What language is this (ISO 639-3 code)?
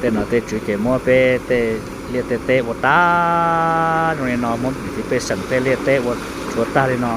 hmn